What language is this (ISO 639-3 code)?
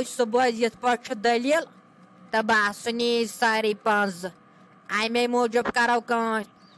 kas